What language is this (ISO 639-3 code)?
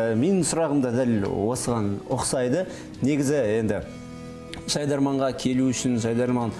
kaz